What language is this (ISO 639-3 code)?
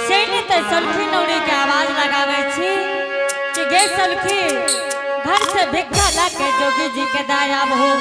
anp